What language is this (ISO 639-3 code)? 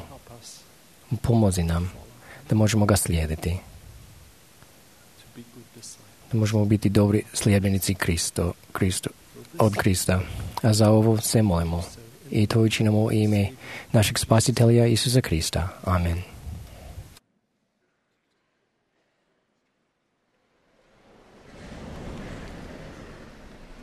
hrv